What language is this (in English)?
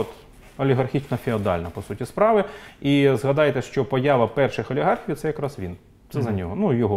Ukrainian